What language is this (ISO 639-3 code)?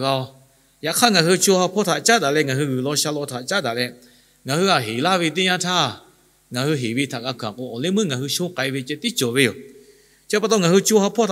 lhu